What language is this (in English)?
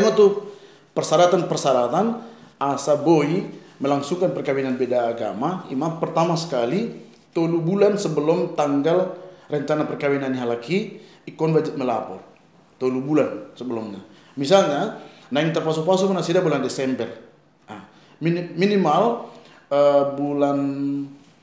Batak Toba